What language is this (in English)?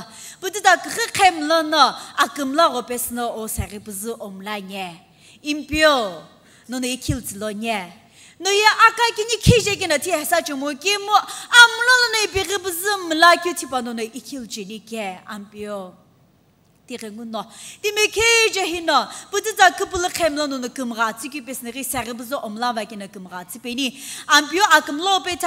Sumi Naga